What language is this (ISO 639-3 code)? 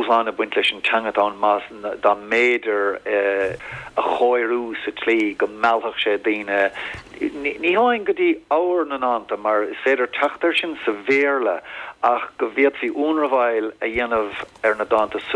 gle